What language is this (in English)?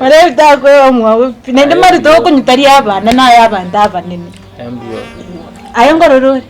Gusii